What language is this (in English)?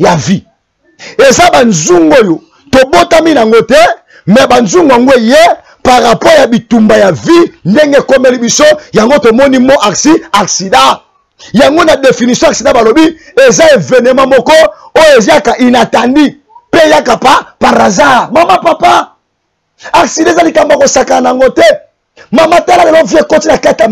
Lingala